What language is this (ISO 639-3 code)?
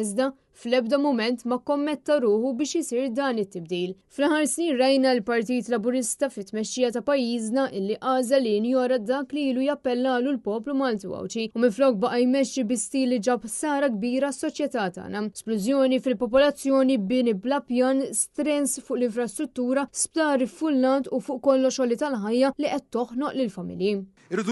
mlt